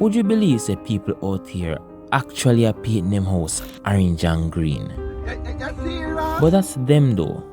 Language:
Jamaican Creole English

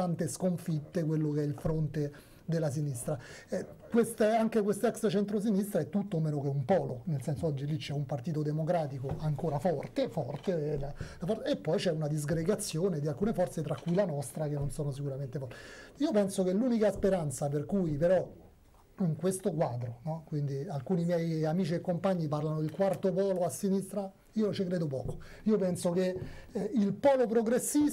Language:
Italian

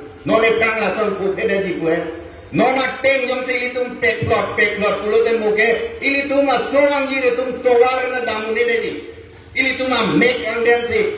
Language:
Karbi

